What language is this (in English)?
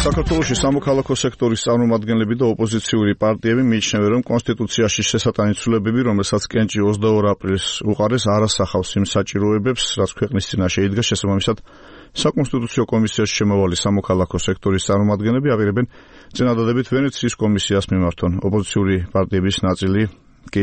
Georgian